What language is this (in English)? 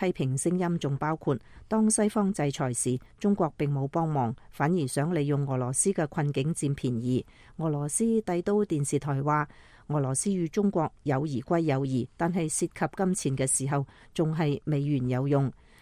Cantonese